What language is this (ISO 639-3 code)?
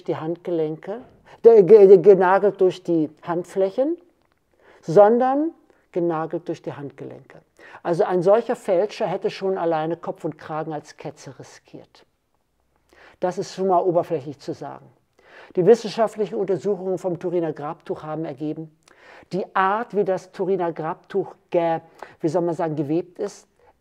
deu